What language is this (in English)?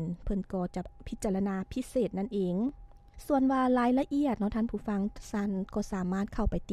Lao